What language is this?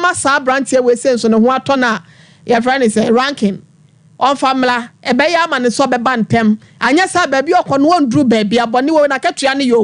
Akan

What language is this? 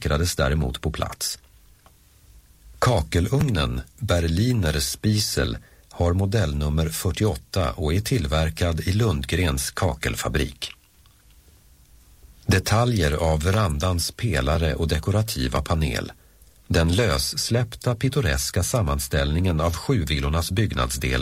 Swedish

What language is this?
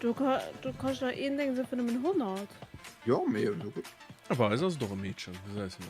Luxembourgish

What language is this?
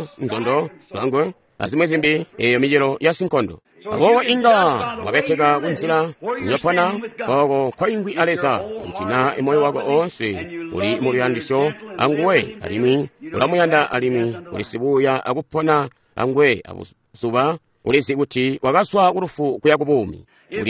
Tonga (Zambia)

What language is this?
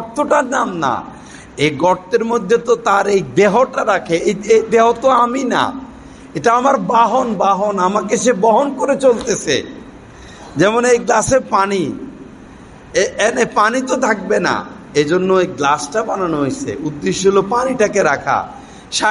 Bangla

